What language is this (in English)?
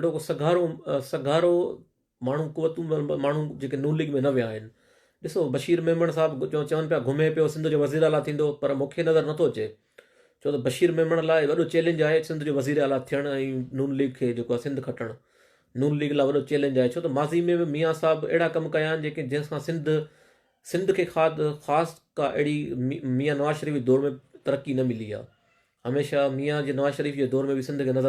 Sindhi